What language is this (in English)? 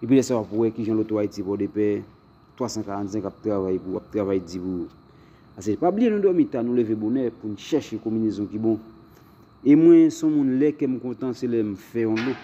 Haitian Creole